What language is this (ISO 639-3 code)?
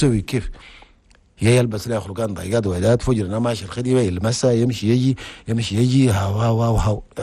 shu